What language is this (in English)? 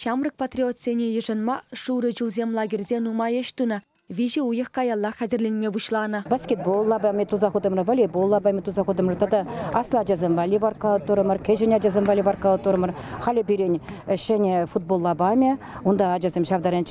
Chuvash